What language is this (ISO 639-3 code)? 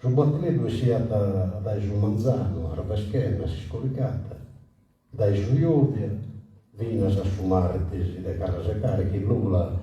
srd